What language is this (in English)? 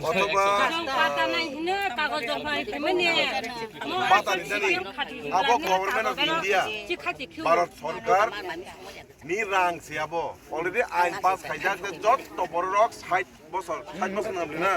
Kok Borok